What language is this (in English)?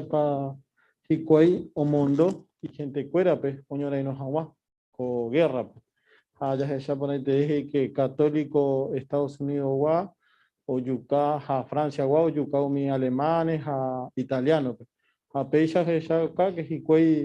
Guarani